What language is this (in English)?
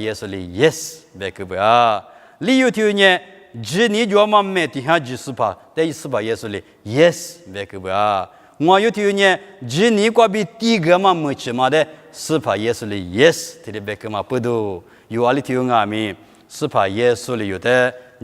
Lisu